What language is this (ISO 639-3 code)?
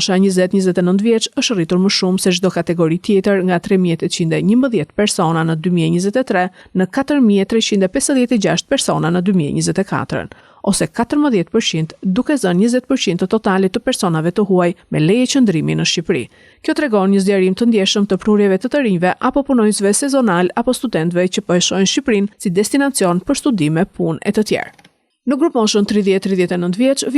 sqi